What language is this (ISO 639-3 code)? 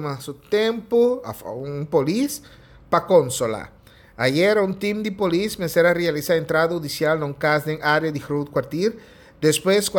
pap